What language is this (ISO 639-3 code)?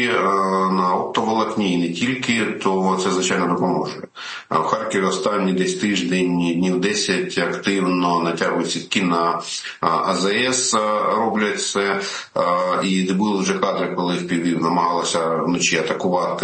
ukr